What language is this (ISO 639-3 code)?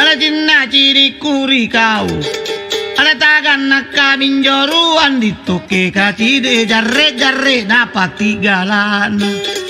mak